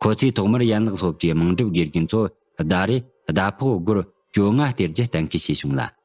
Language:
Tibetan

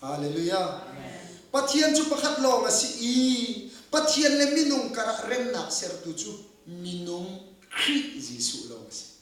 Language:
Hakha Chin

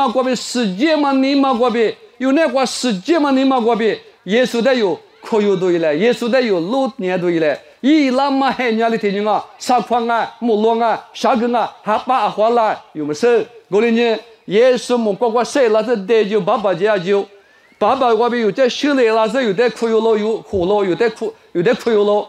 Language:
Lisu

